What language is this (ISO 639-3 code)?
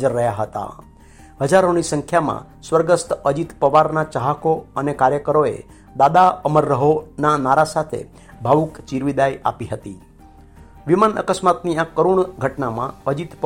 guj